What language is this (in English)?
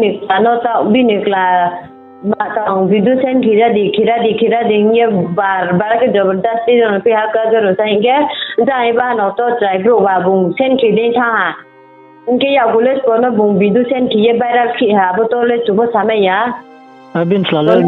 Riang (India)